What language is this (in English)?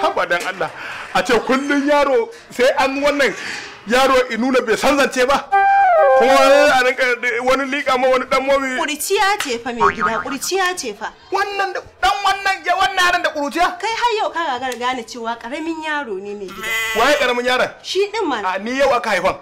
Hausa